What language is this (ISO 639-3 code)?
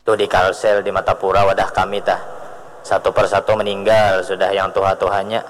bjn